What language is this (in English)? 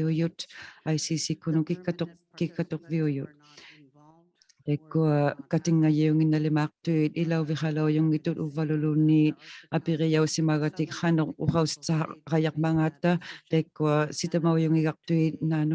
Inuktitut